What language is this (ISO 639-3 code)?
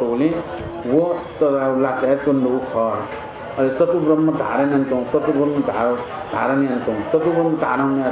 new